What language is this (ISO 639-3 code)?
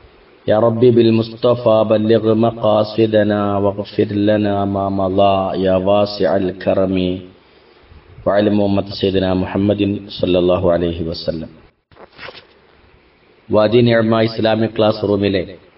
mal